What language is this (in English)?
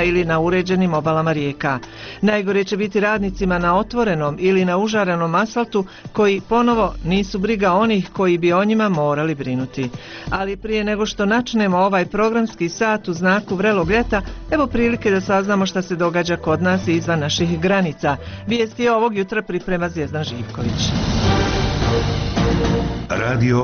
Bosnian